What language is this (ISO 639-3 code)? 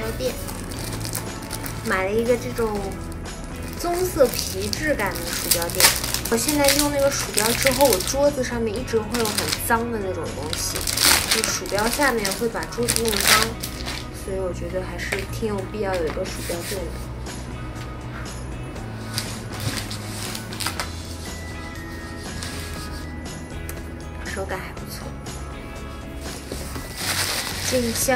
zho